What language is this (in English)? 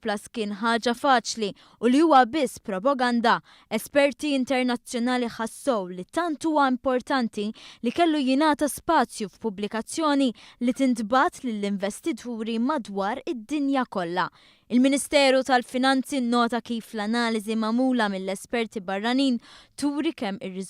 Maltese